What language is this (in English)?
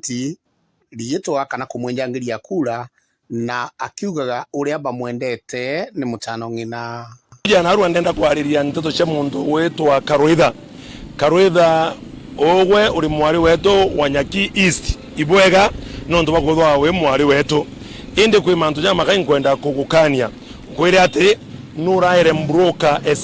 Meru